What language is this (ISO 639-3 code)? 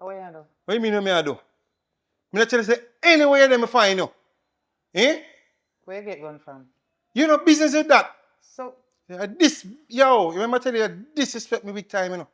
jam